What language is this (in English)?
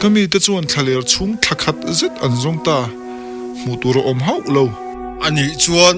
Mizo